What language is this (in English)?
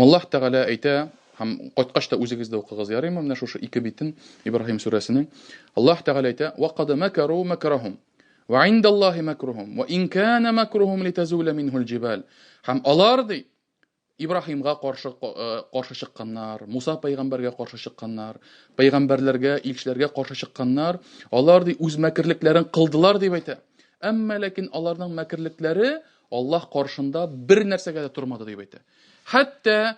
Tatar